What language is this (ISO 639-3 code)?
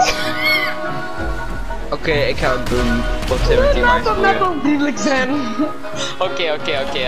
nld